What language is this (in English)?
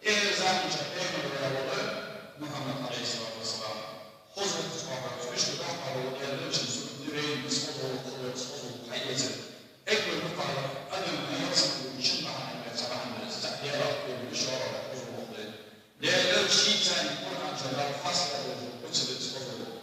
Ingush